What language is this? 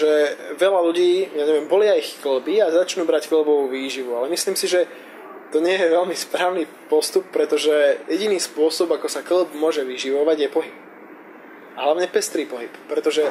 Slovak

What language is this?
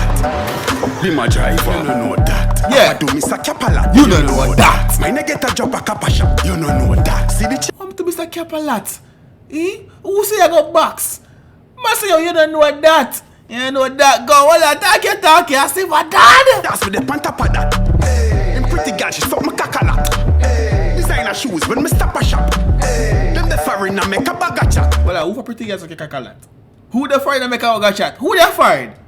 Jamaican Creole English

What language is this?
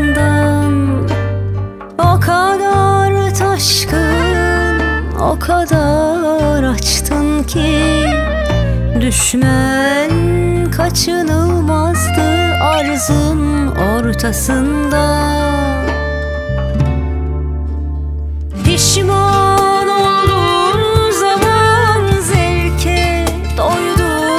Turkish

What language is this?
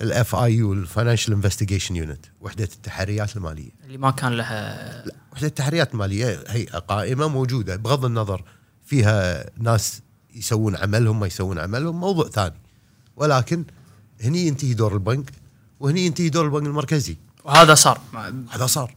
Gulf Arabic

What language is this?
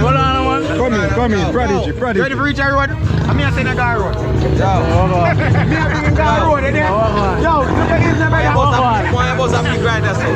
Jamaican Creole English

